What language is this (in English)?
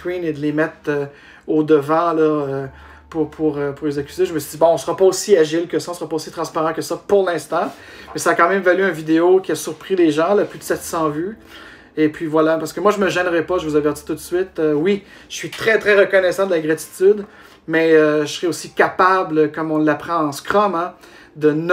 French